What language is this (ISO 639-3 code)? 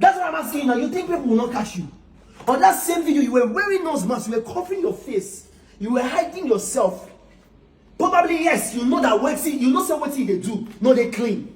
pcm